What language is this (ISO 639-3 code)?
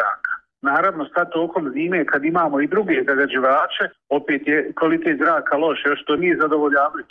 bos